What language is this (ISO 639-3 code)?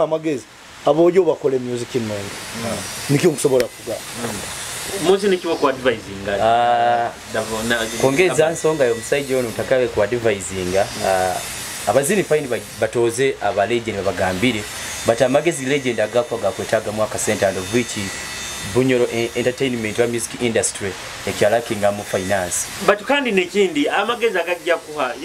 nyo